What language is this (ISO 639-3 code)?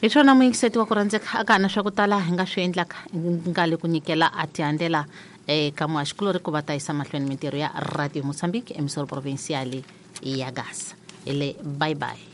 tso